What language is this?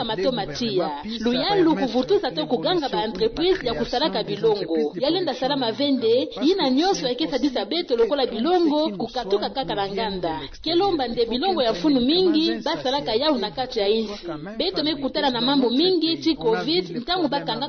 Kituba (Democratic Republic of Congo)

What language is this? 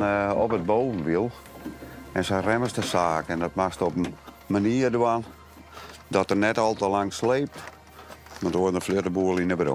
Western Frisian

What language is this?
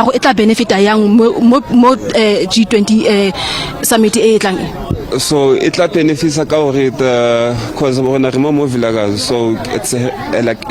Tswana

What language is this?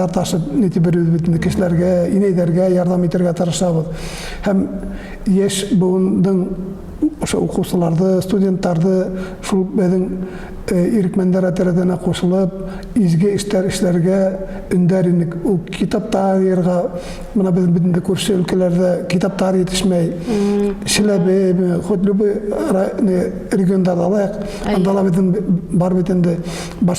Bashkir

